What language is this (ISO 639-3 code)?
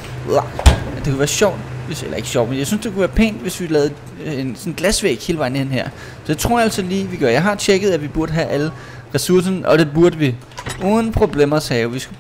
dan